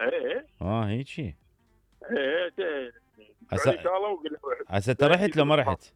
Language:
Mesopotamian Arabic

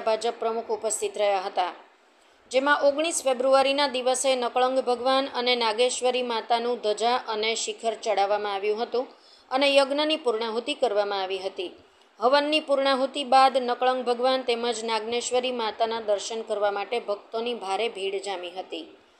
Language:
Gujarati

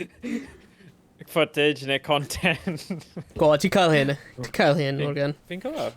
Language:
Welsh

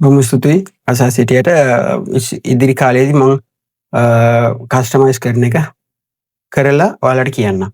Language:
Sinhala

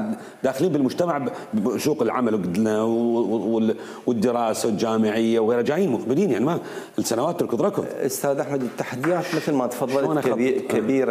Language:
Mesopotamian Arabic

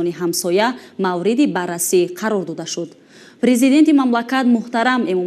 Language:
Tajik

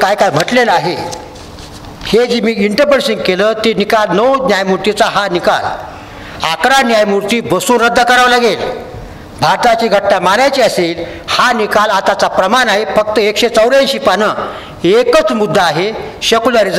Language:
Marathi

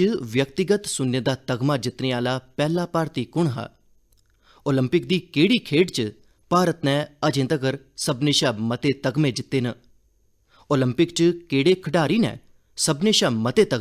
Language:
Dogri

